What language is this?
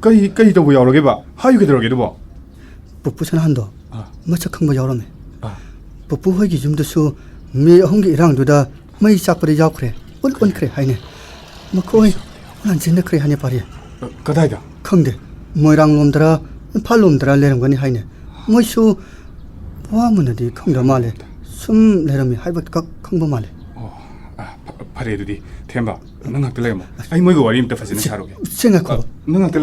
Manipuri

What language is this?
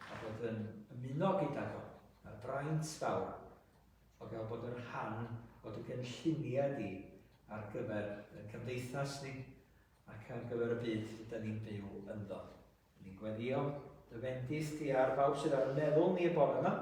Welsh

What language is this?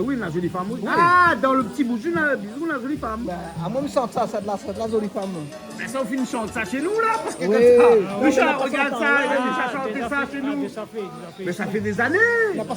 Réunion Creole French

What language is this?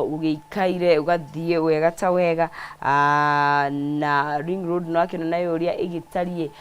Kikuyu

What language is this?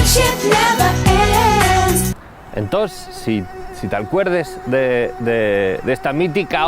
Asturian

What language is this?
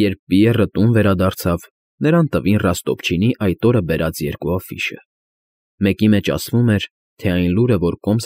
Armenian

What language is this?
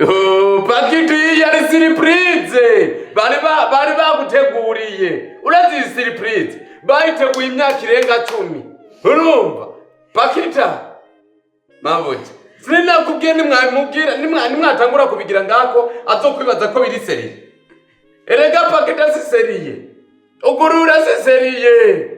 Rundi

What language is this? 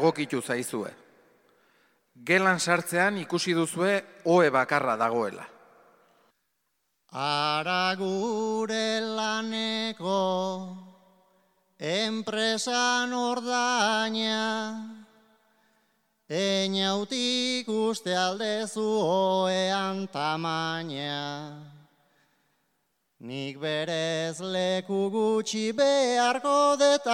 Basque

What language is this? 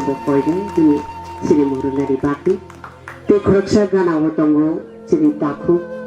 Kok Borok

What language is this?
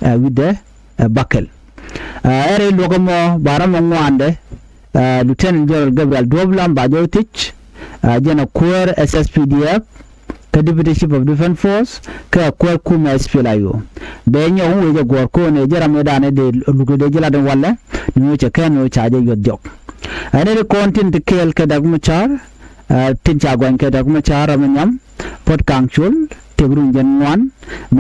Nuer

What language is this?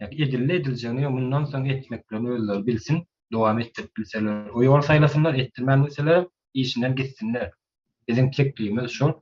Turkmen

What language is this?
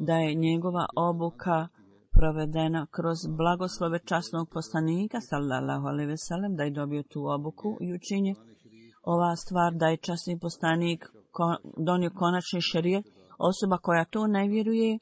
Bosnian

